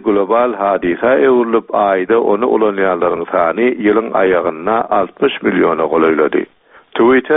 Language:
Turkmen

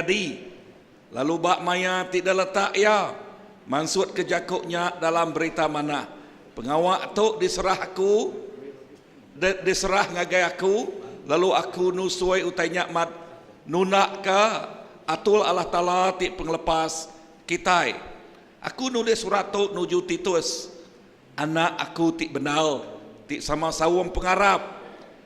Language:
Iban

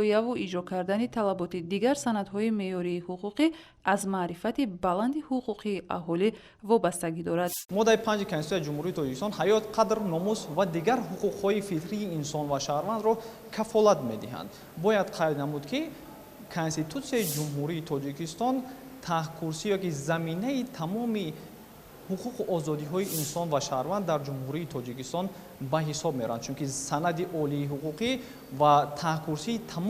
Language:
Tajik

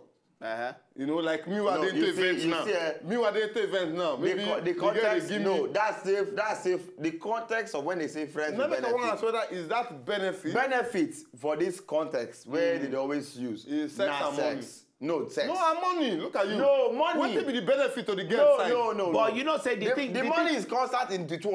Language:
Nigerian Pidgin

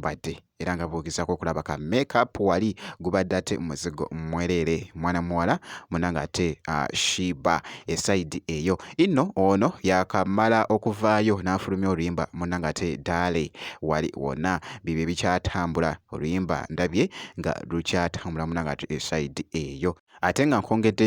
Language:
Ganda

